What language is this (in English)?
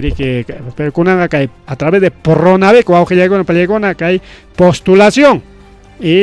Ayacucho Quechua